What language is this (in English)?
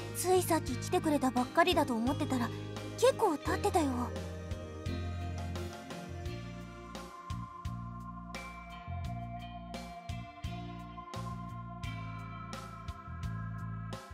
Japanese